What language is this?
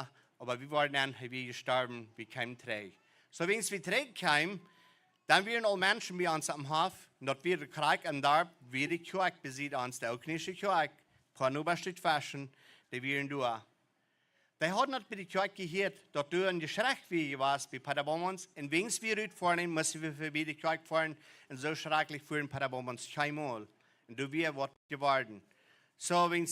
Plautdietsch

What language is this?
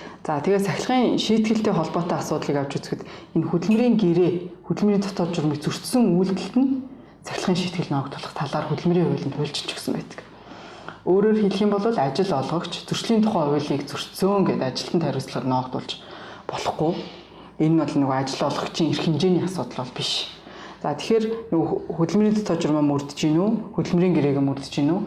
Mongolian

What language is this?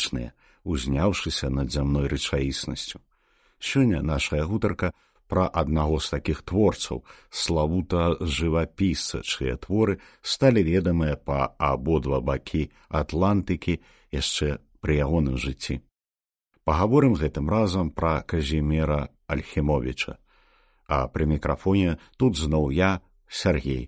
Belarusian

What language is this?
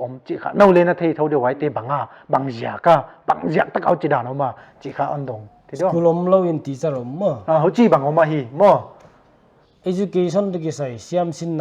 Paite Chin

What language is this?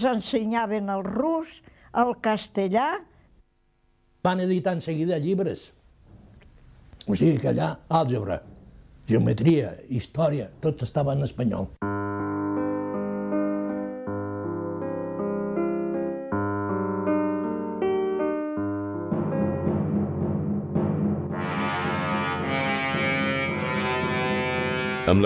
Catalan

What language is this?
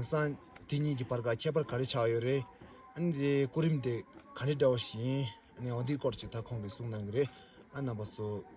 Tibetan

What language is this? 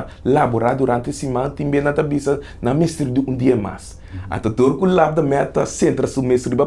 Papiamento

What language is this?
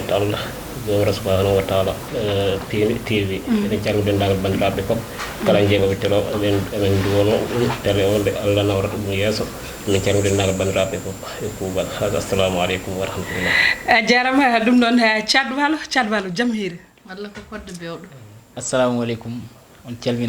Fula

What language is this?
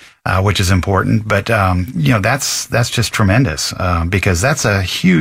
English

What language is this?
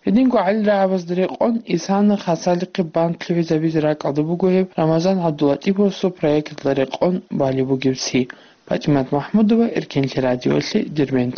Avaric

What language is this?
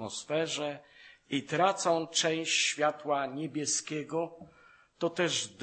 Polish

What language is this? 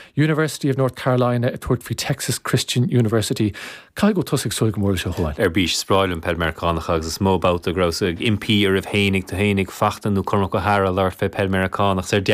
Irish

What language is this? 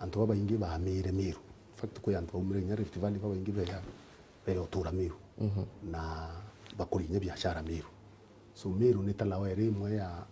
Meru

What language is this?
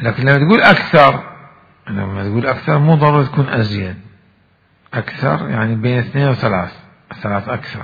Mesopotamian Arabic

